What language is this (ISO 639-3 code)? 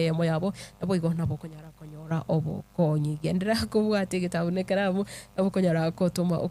guz